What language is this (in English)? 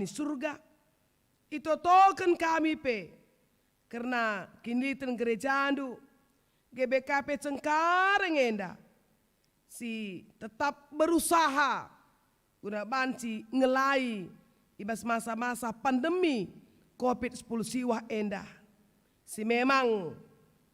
Batak Karo